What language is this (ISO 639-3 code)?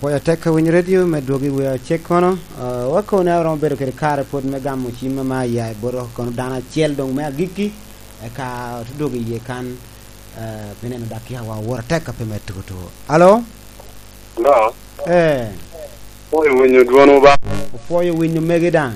laj